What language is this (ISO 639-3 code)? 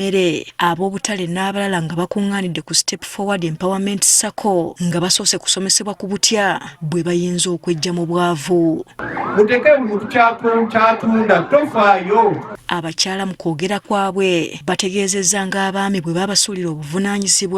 lug